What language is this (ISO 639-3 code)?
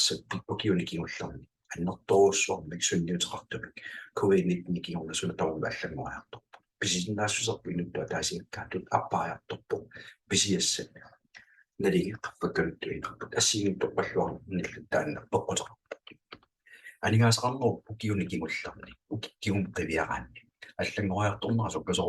kal